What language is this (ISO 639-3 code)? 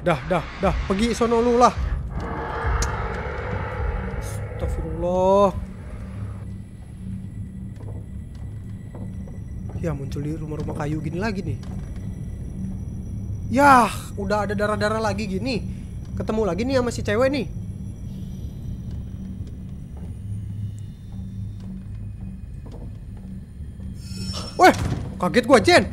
ind